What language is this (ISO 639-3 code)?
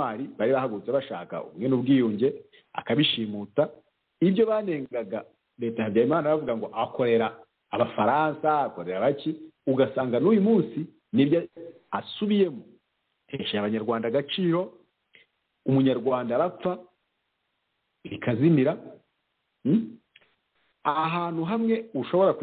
kin